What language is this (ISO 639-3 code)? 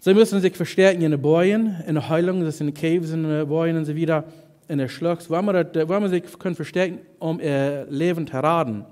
pdt